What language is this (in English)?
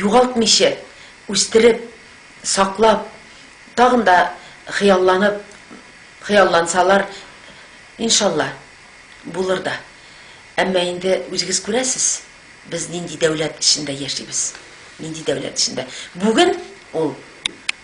Tatar